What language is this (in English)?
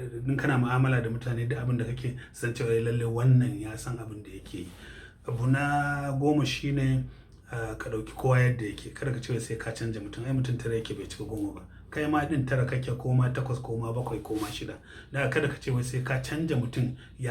Hausa